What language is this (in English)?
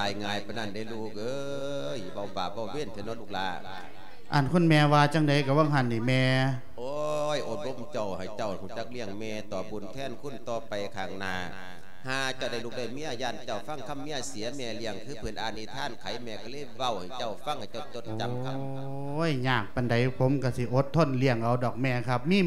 Lao